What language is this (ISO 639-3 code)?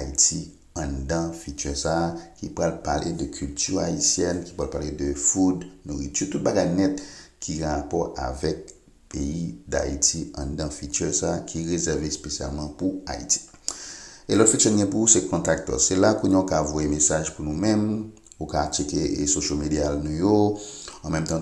hat